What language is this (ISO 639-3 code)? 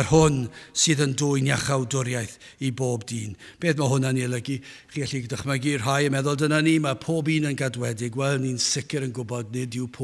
cym